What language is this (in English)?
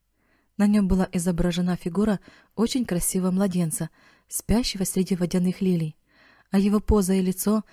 Russian